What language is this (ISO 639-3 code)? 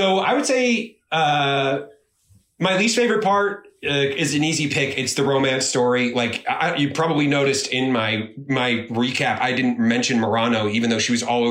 eng